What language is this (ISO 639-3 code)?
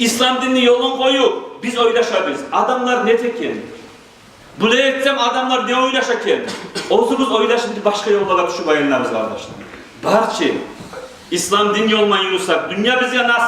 kum